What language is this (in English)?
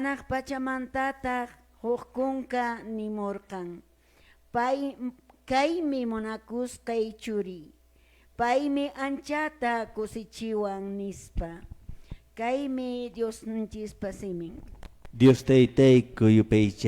Quechua